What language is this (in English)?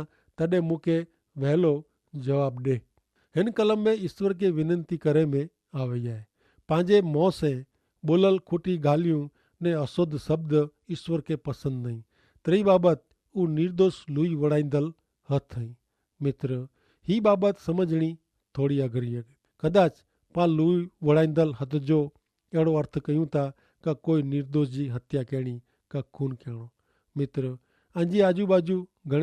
Kachhi